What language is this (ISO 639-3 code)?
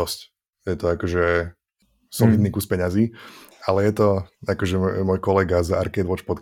slk